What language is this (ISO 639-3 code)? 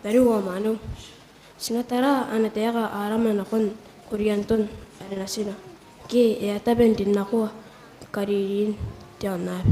gil